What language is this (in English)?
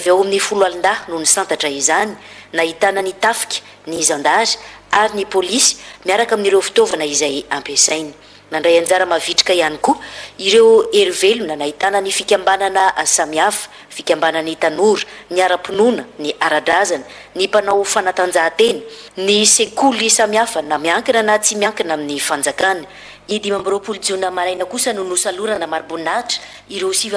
Malagasy